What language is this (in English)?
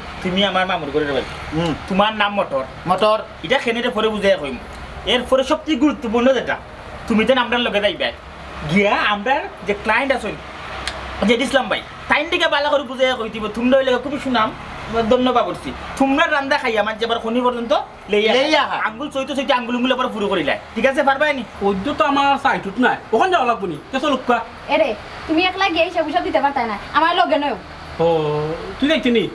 Sylheti